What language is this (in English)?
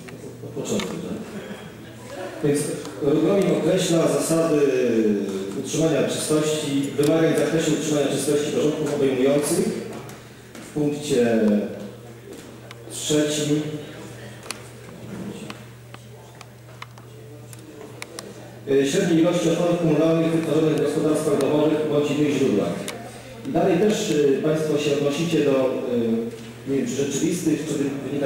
Polish